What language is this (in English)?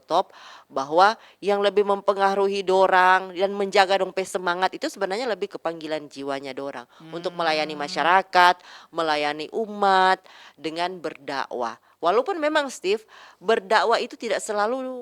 Manado Malay